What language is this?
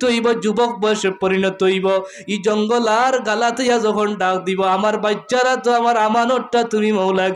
Sylheti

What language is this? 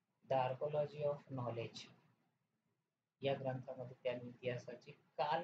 Marathi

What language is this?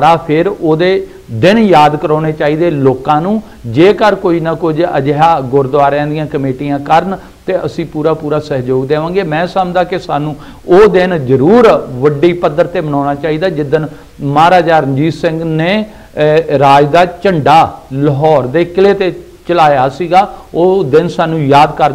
Punjabi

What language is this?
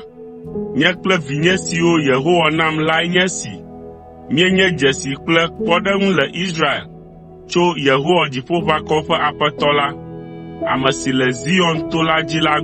Ewe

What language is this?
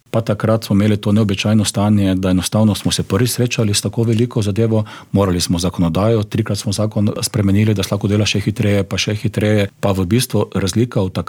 Slovenian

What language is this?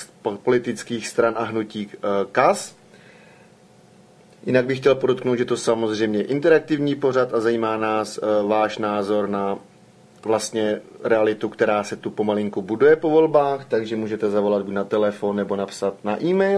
Czech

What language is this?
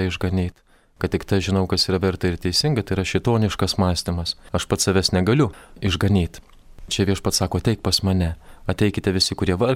Lithuanian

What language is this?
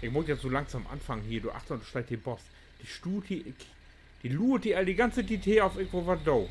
Low German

